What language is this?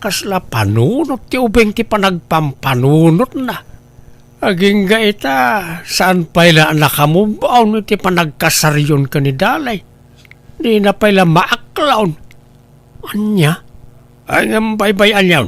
Iloko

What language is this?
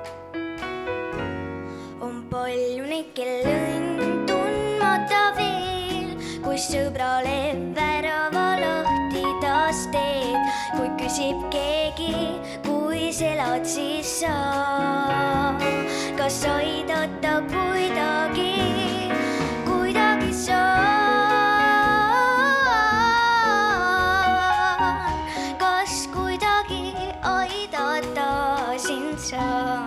Estonian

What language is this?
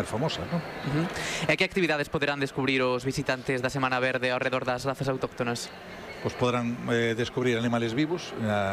Galician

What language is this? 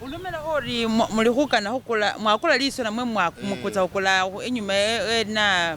Masaaba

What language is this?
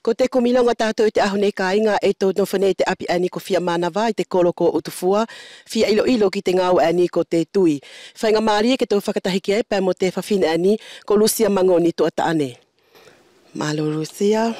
Wallisian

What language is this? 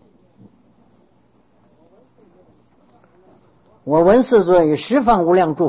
Chinese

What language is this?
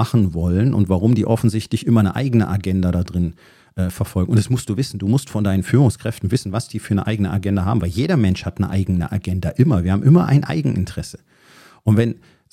German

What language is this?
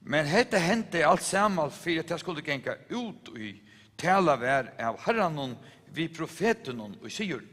Faroese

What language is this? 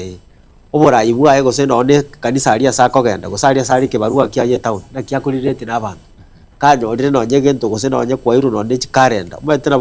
Gusii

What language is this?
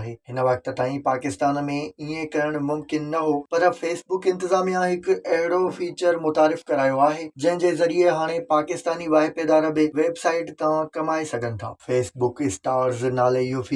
Sindhi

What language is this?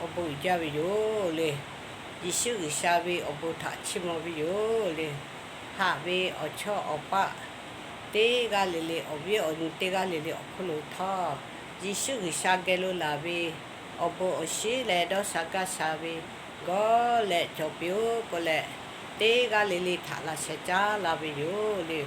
Lahu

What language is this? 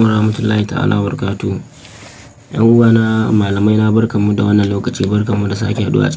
Hausa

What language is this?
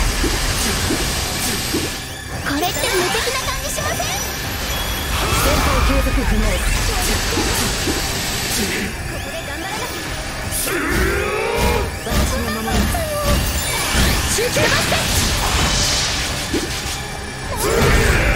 Japanese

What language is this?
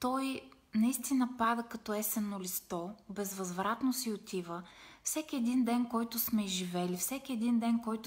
Bulgarian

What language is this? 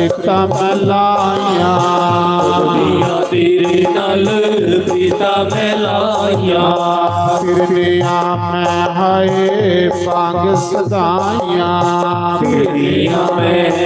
Dogri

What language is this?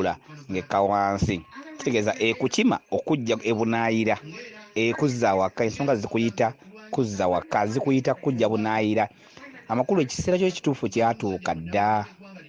Ganda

